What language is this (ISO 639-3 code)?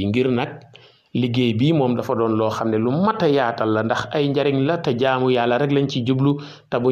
wol